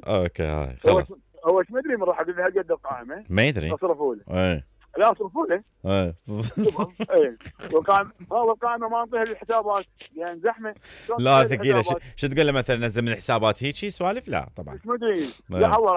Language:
Mesopotamian Arabic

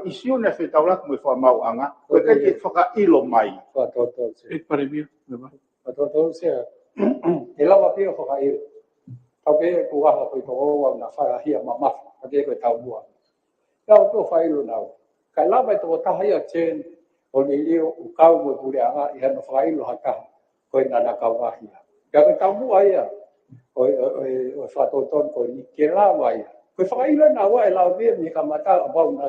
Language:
Tongan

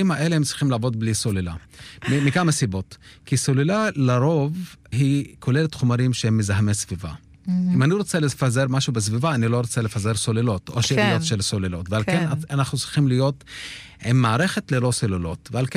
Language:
Hebrew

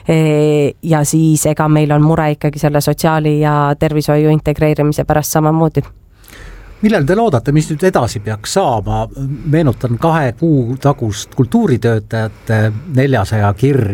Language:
Estonian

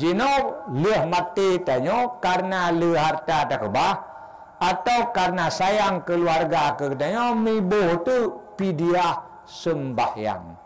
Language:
Achinese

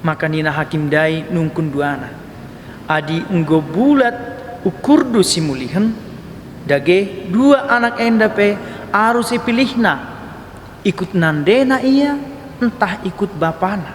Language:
Batak Karo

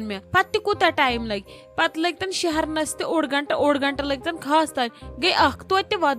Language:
Kashmiri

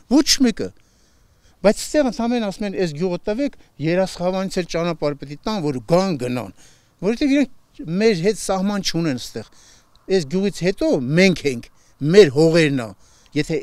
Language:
Armenian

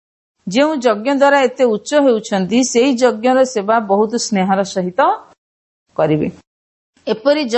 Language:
Odia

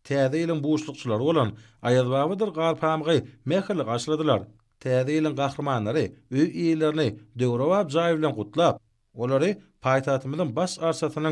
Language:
Turkmen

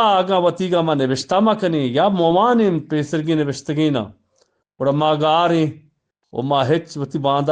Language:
Eastern Balochi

